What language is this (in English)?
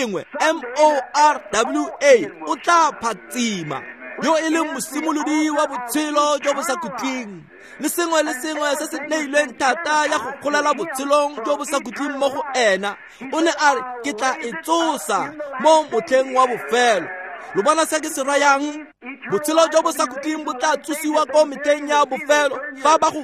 Tswana